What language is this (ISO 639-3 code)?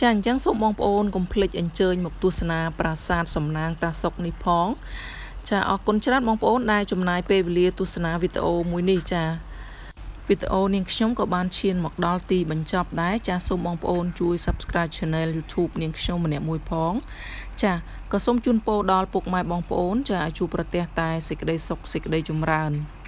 khm